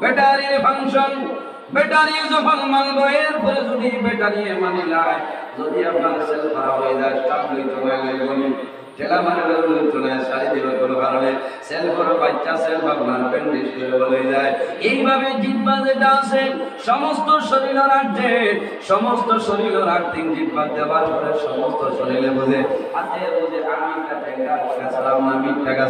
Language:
Sylheti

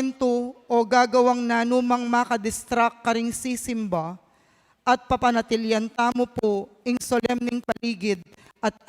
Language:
Pampanga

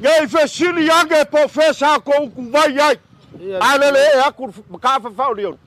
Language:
Samoan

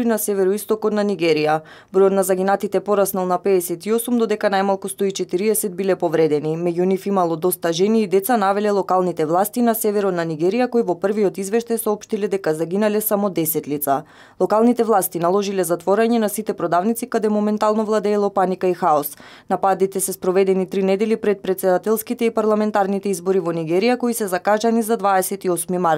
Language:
Macedonian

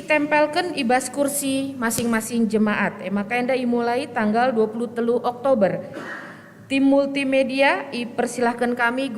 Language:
Batak Karo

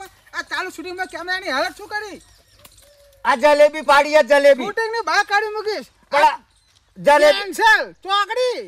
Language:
Gujarati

